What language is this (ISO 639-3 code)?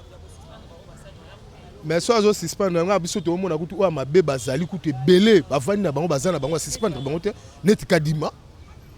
lin